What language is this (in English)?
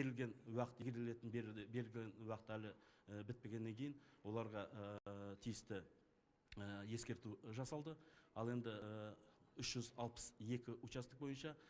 Kazakh